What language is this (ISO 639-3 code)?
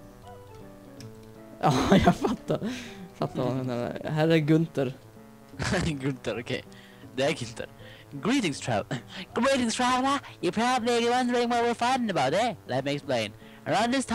swe